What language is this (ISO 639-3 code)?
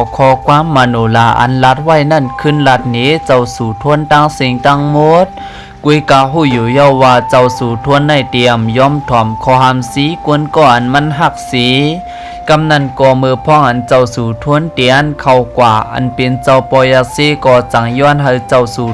shn